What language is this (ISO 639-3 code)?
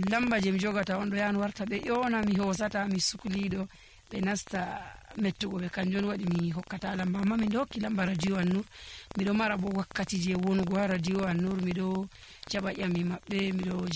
fuv